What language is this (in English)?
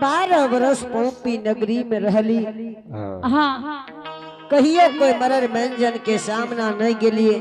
Angika